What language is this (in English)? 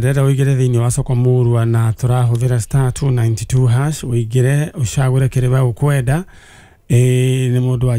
Kikuyu